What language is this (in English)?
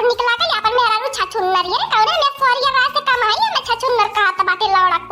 Awadhi